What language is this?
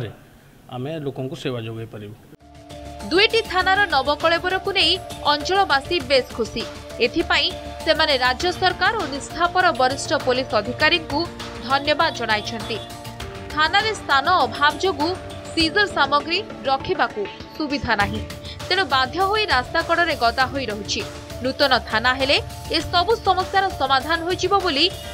Odia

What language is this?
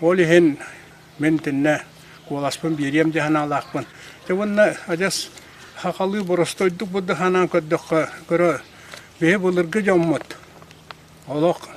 Yakut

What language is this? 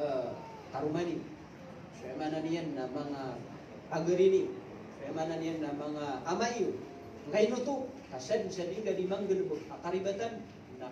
Maranao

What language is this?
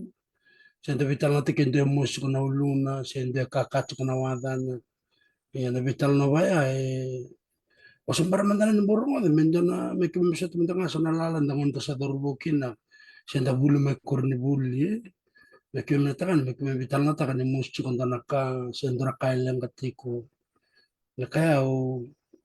Fijian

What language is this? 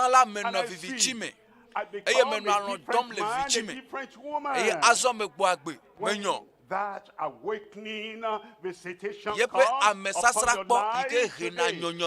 Ewe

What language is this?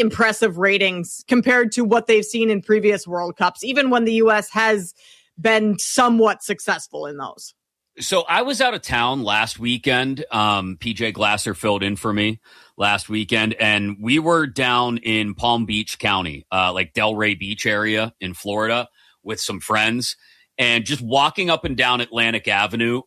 English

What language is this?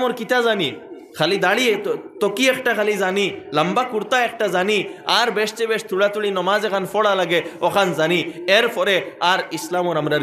Sylheti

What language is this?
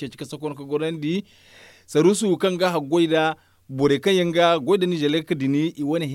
Zarma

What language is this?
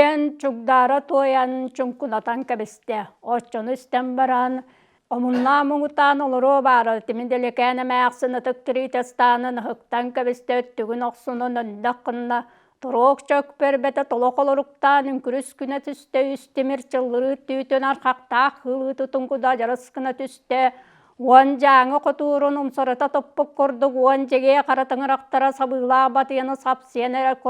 Yakut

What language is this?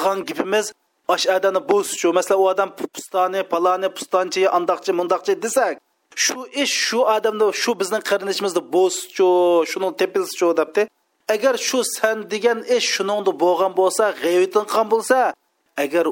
Uyghur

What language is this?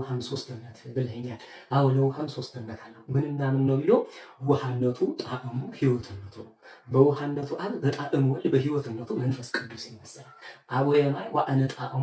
Amharic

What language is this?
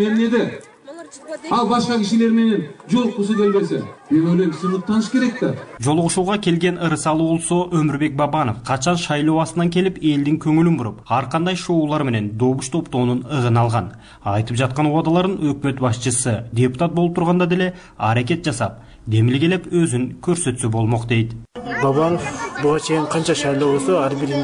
Kyrgyz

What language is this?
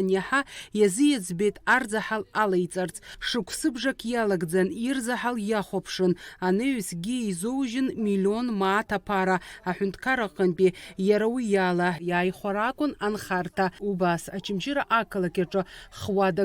Abkhazian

